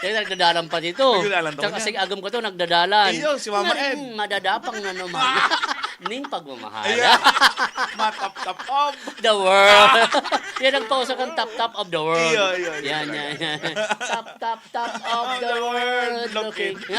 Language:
Bikol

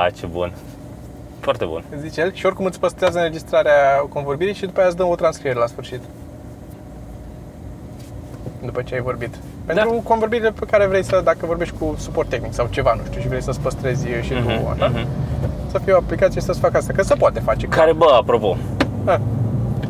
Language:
Romanian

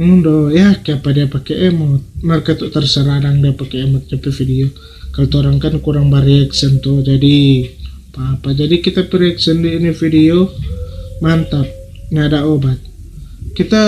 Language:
Manado Malay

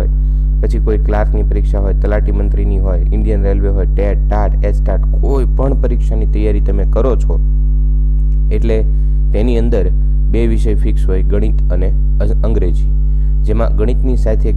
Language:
Gujarati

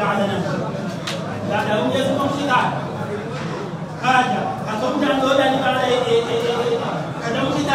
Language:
Swahili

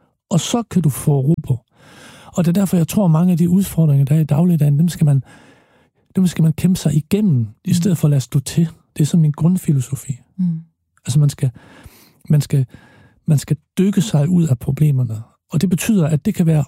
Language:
Danish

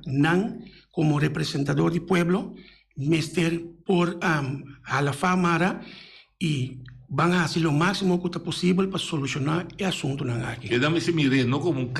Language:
Papiamento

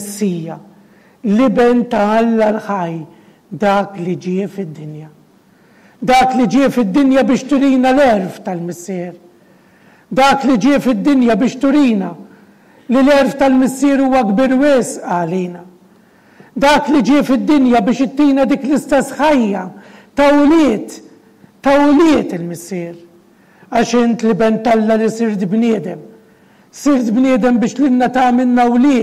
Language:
Maltese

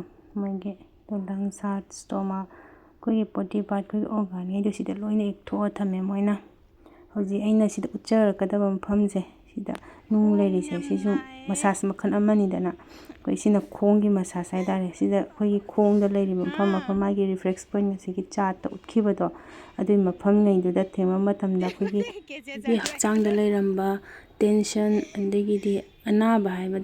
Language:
Manipuri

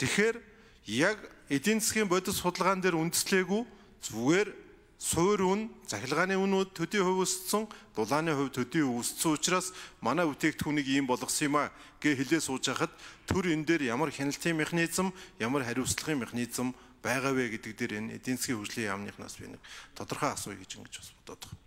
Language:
Mongolian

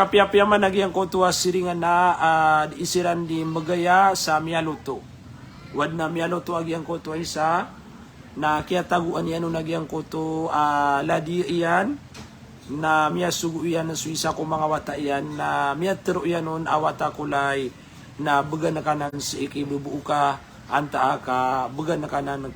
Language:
Maranao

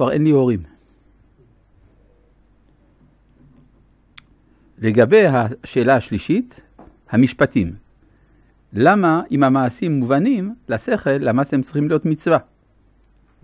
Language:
Hebrew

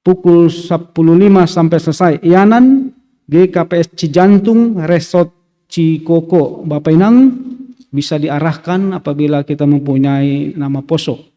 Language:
Batak Simalungun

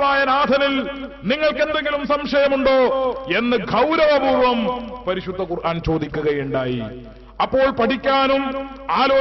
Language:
Malayalam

